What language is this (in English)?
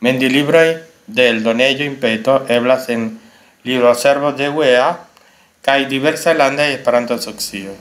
Esperanto